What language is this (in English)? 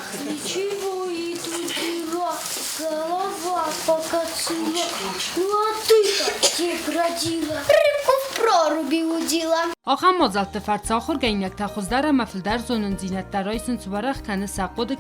Ossetic